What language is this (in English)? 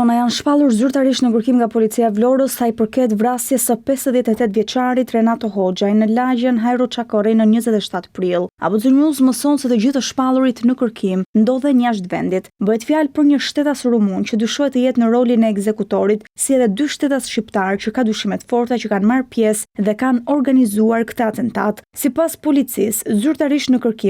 Albanian